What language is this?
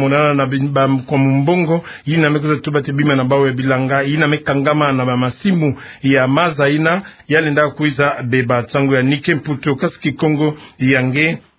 Kituba (Democratic Republic of Congo)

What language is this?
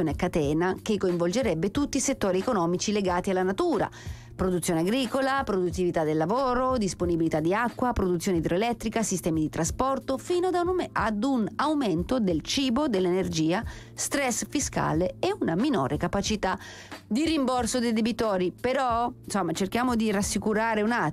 Italian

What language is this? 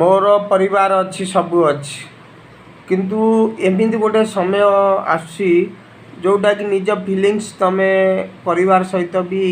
Odia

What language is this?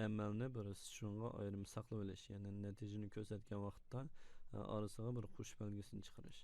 Uyghur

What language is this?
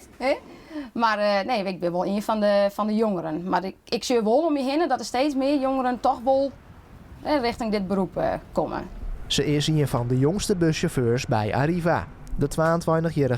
Western Frisian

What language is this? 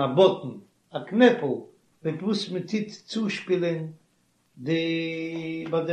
Yiddish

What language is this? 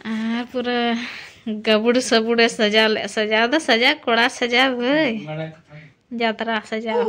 Santali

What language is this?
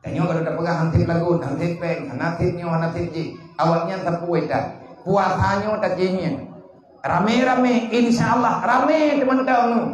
Achinese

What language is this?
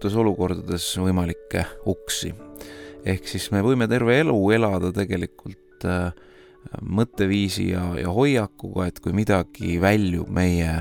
Estonian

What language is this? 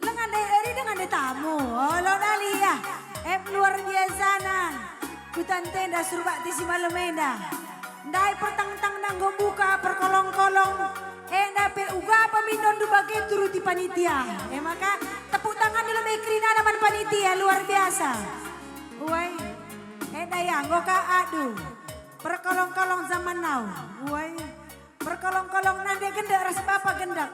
Batak Karo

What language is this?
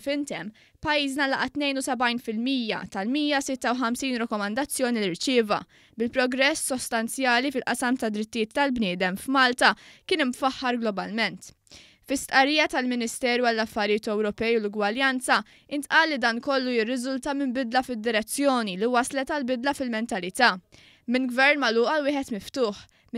Maltese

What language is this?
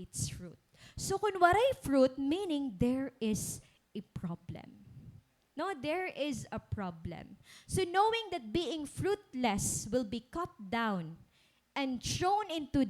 Waray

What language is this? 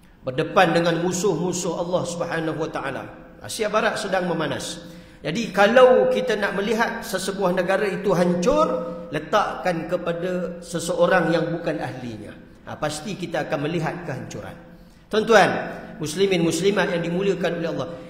Malay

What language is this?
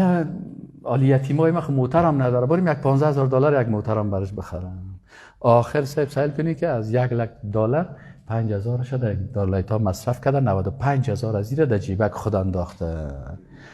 Persian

